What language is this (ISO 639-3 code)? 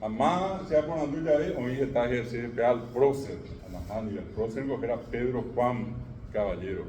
grn